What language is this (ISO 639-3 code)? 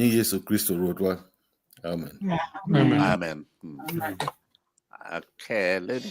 ach